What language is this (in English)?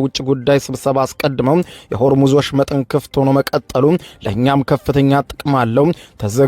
Amharic